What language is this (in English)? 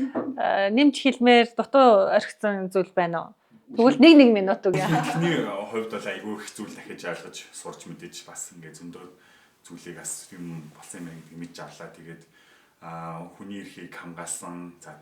Mongolian